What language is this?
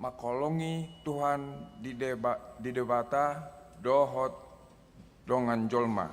Batak Toba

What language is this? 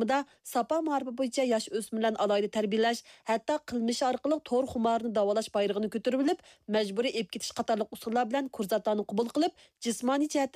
Uyghur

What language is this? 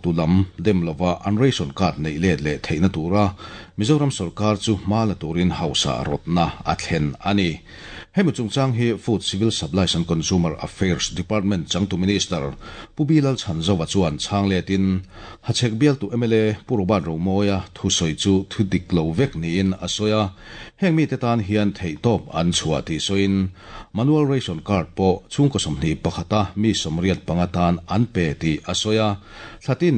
Mizo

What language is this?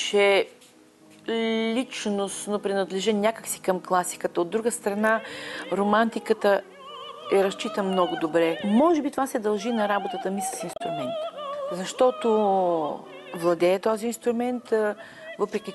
Bulgarian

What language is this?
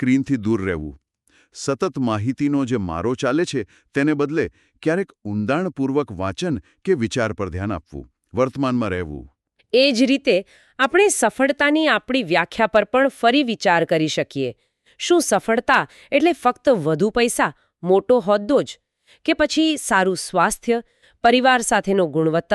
Gujarati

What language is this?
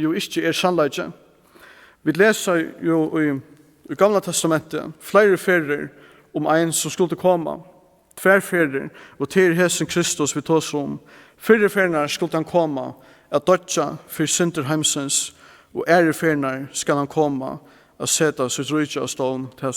Faroese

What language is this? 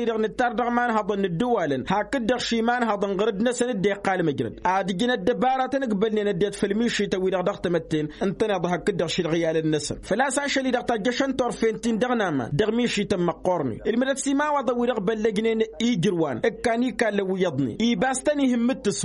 Tamasheq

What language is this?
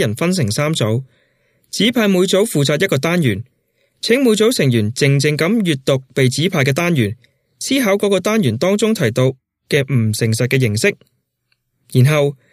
Cantonese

